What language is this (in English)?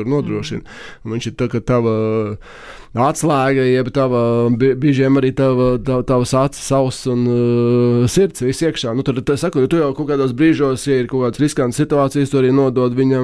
Latvian